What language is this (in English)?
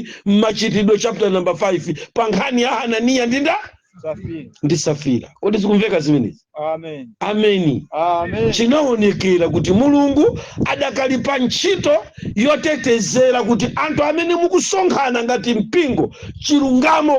Nyanja